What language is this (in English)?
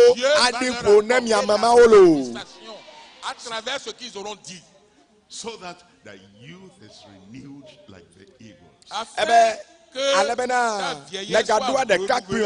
Ewe